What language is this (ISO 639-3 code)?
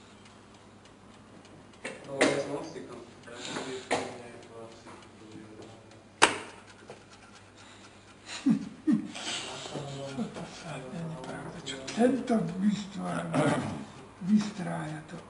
slk